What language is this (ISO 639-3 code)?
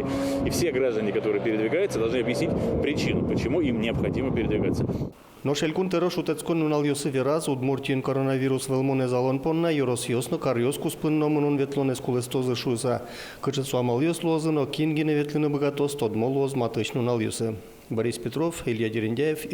udm